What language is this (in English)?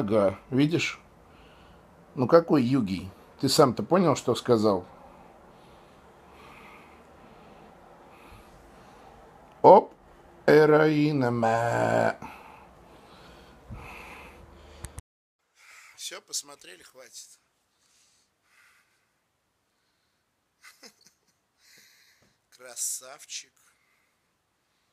Russian